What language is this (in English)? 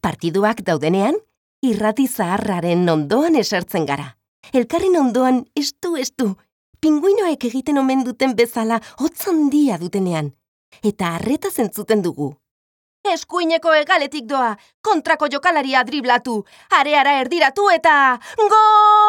Basque